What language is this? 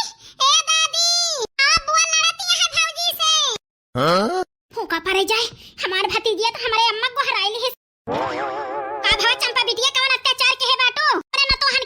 Awadhi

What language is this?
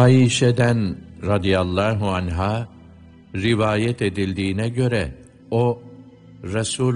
Turkish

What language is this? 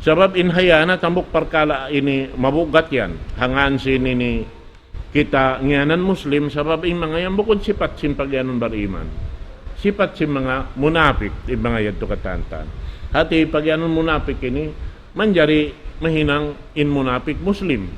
Tausug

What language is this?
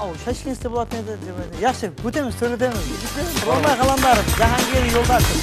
Kara-Kalpak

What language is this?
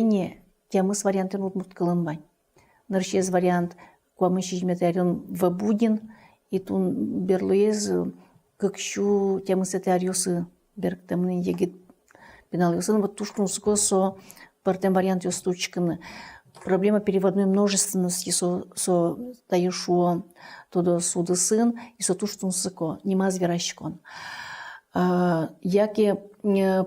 Udmurt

